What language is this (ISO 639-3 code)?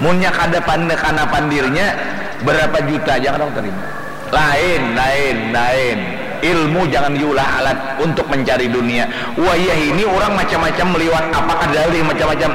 bjn